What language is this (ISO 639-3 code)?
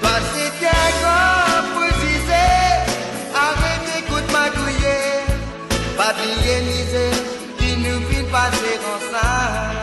mfe